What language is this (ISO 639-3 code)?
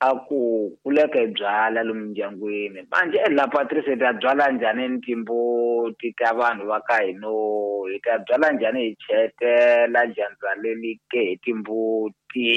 tso